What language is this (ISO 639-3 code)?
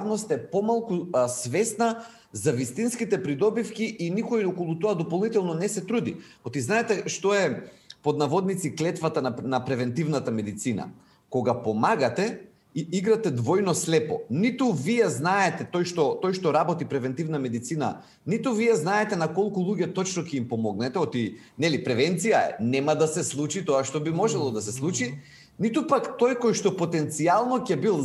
mkd